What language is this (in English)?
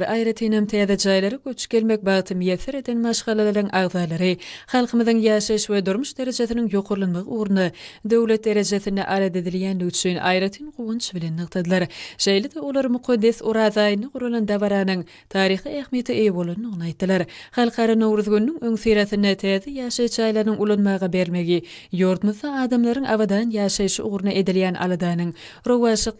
Turkmen